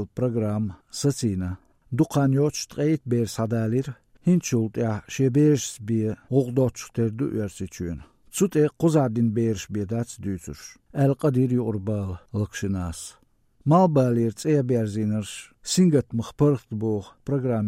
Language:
Chechen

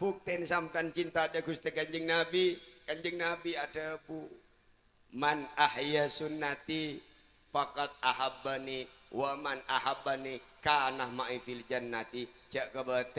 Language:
Madurese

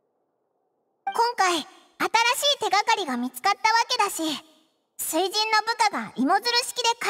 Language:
Japanese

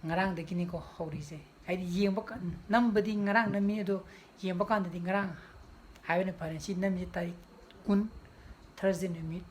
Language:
Manipuri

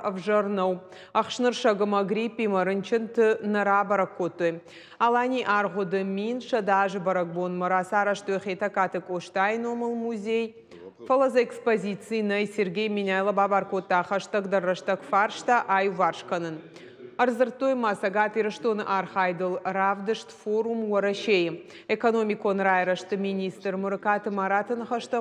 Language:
Ossetic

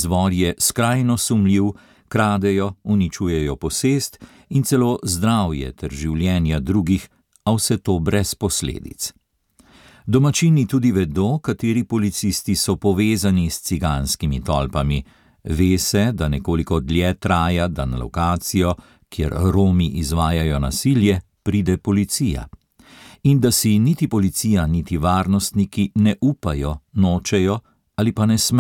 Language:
Slovenian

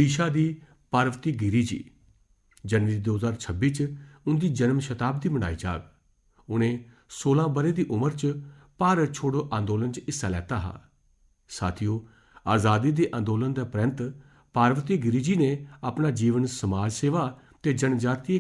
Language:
Dogri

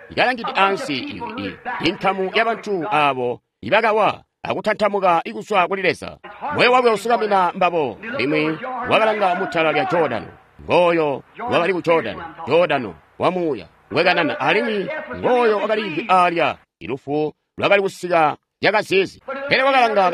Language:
Tonga (Zambia)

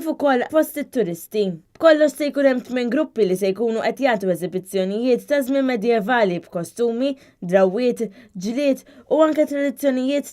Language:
Maltese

